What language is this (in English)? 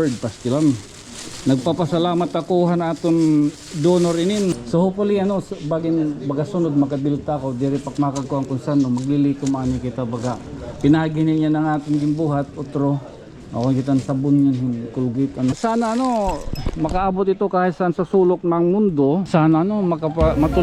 Waray